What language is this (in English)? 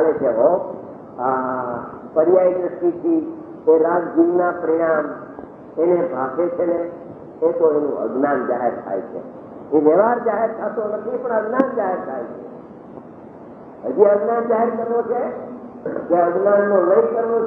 Gujarati